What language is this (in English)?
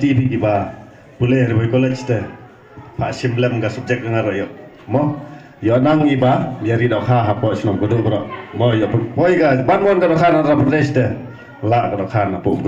Khasi